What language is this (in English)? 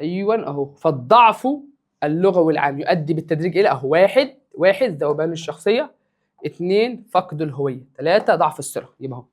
Egyptian Arabic